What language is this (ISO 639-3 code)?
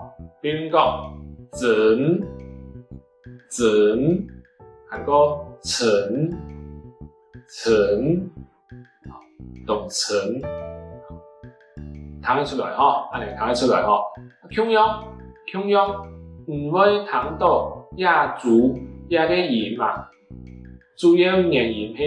hak